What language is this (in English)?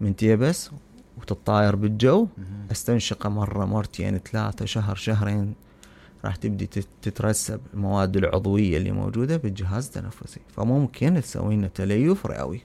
Mesopotamian Arabic